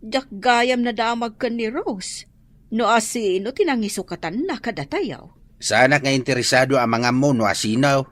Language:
Iloko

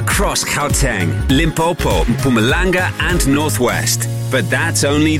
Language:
English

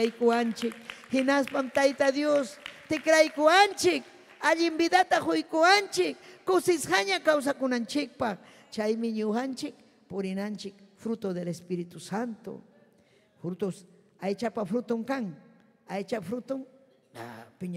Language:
Ayacucho Quechua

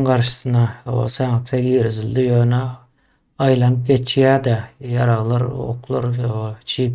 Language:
Turkmen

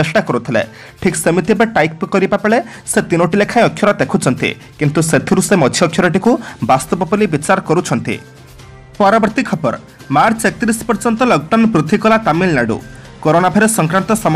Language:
Odia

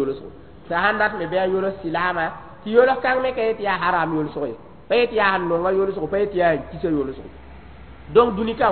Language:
Mossi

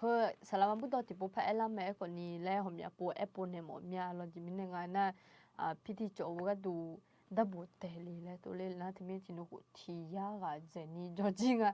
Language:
Akha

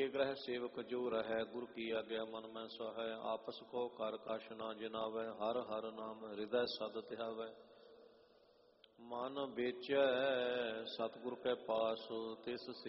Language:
Punjabi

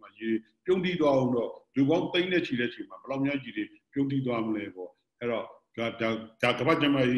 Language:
Burmese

